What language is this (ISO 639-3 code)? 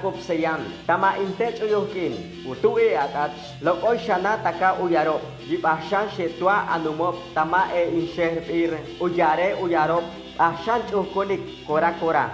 caa